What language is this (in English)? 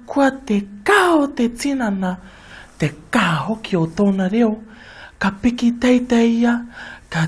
Māori